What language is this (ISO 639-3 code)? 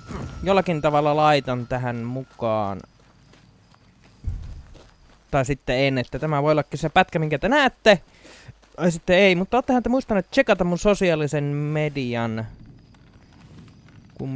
fin